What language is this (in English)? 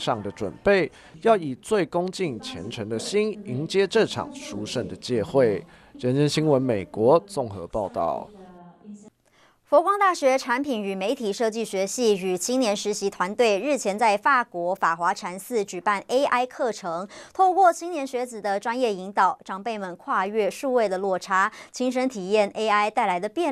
Chinese